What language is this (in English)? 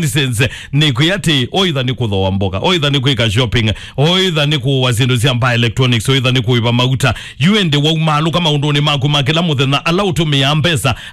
Kamba